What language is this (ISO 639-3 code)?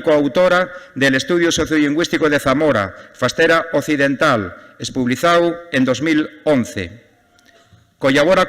ast